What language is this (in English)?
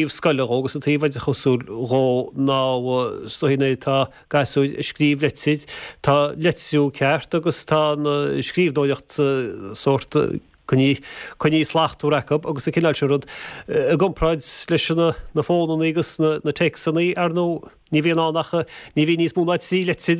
Irish